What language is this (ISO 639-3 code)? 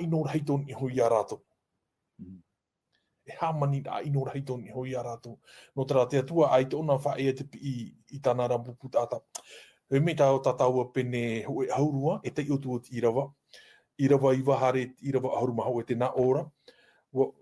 tah